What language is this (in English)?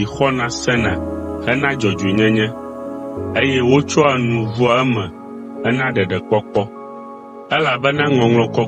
Ewe